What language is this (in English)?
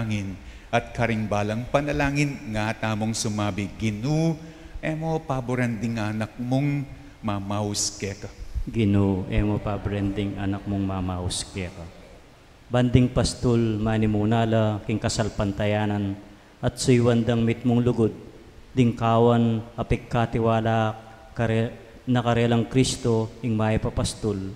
Pampanga